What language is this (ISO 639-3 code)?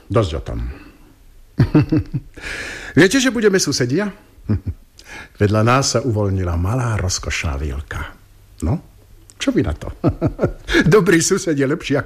slk